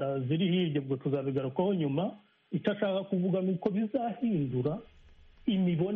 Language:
Kinyarwanda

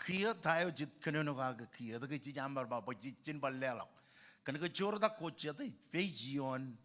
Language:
Marshallese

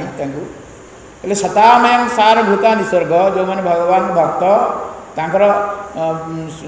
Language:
Odia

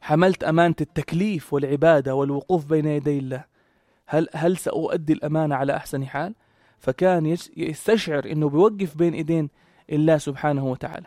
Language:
North Levantine Arabic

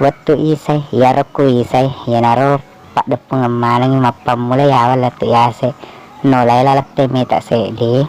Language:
Buginese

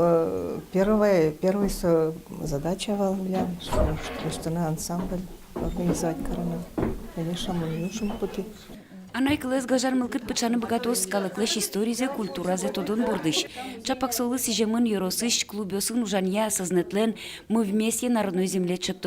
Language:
Udmurt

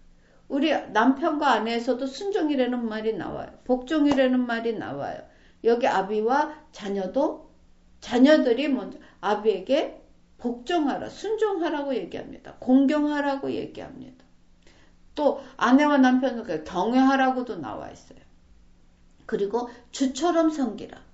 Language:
Korean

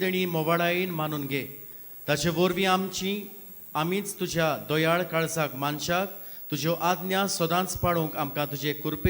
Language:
Konkani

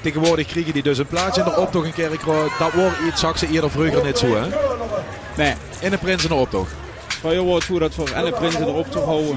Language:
Limburgish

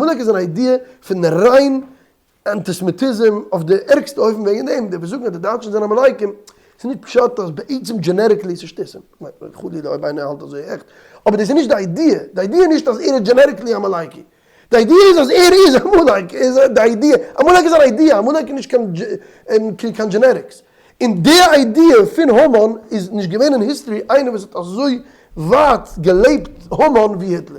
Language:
Yiddish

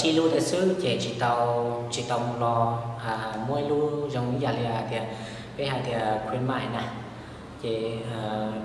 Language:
Hmong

